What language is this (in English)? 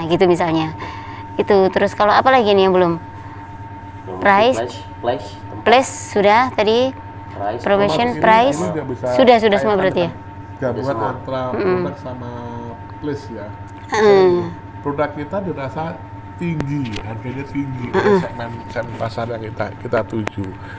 Indonesian